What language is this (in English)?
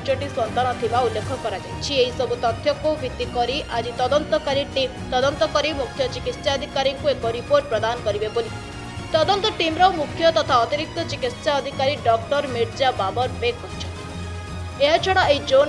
Odia